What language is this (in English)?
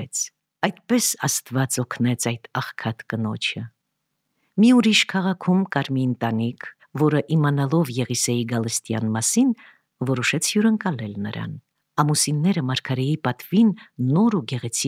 Armenian